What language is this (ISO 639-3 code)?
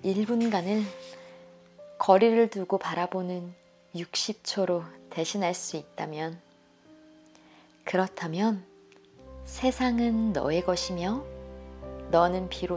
kor